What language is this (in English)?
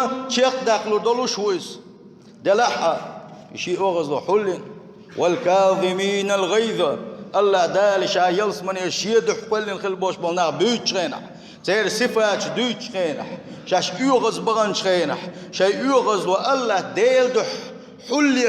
Chechen